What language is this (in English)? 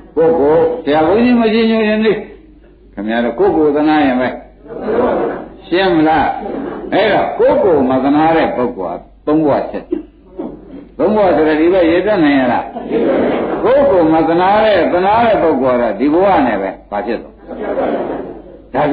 Burmese